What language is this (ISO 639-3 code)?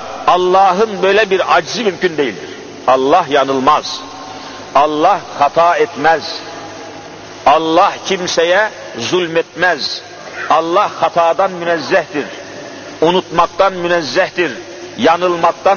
tur